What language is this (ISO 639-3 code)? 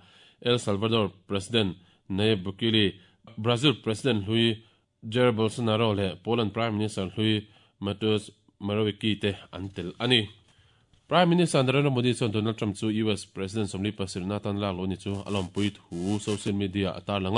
lus